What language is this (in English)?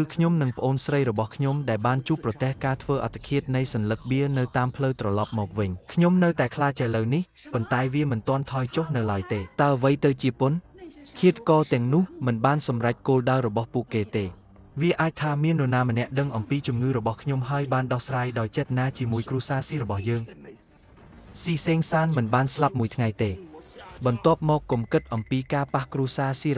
Khmer